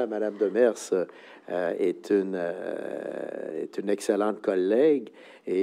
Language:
French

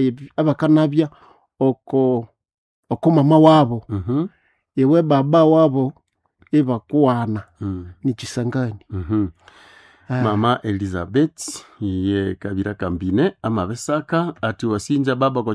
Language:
Nande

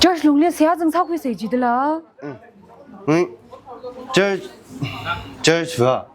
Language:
Tangkhul Naga (India)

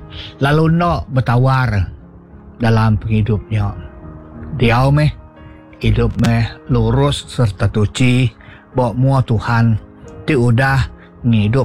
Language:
Iban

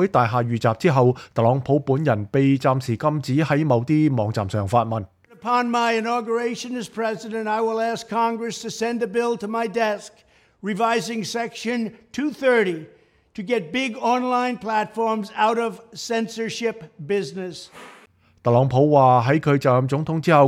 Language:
Cantonese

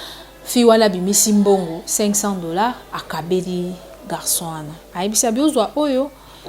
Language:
Lingala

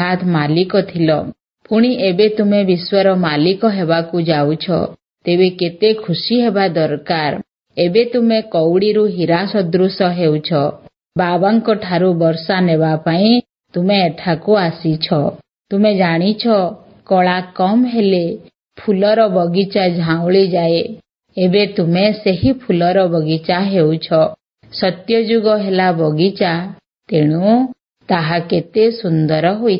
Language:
Odia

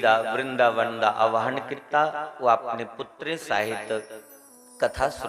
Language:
Dogri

